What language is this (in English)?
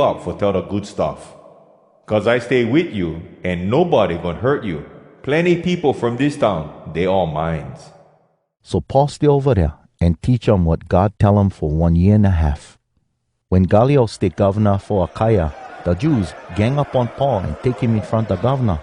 Hawai'i Creole English